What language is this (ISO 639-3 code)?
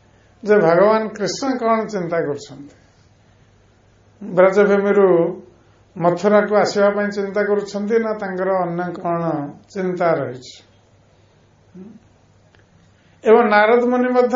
ori